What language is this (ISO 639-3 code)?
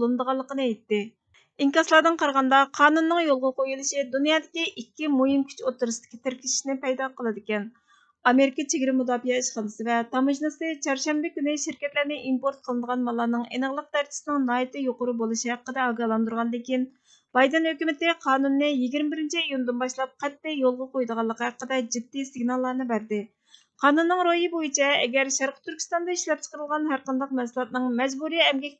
uig